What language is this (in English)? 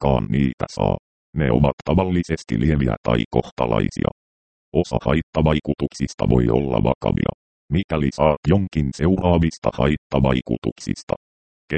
Finnish